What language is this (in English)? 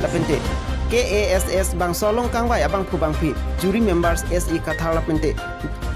Karbi